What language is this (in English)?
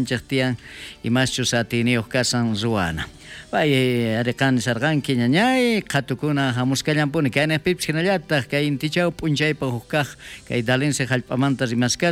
South Bolivian Quechua